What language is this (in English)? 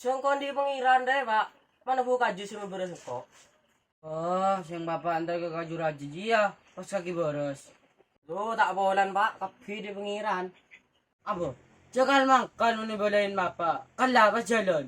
Madurese